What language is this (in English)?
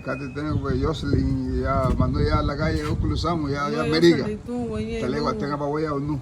Garifuna